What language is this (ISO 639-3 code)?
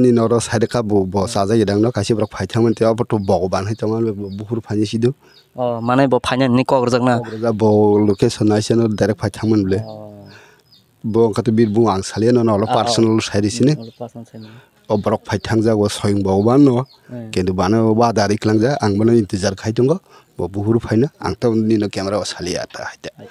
trp